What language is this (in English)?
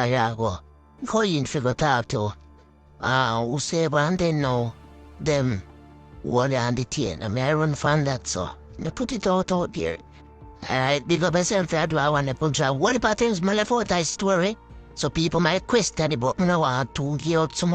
Jamaican Creole English